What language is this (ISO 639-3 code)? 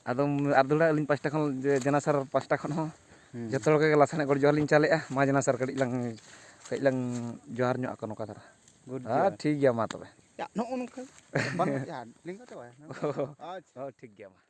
sat